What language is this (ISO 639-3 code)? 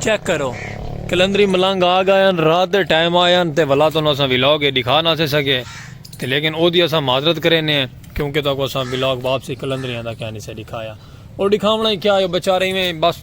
skr